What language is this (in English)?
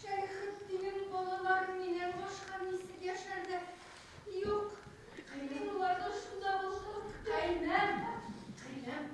Bashkir